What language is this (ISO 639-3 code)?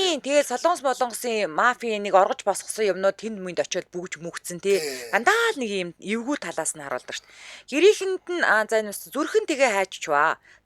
mon